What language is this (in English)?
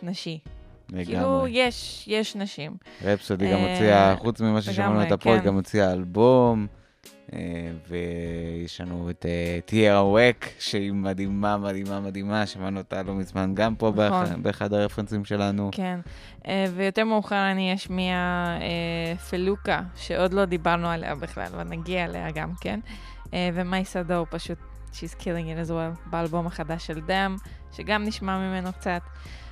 Hebrew